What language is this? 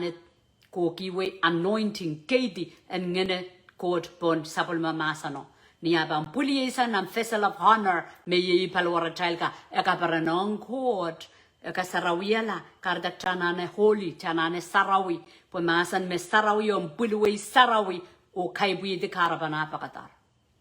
Pohnpeian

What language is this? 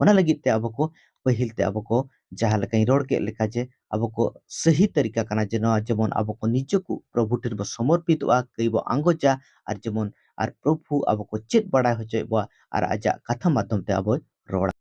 Santali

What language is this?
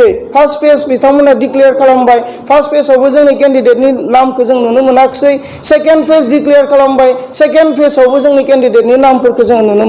Bodo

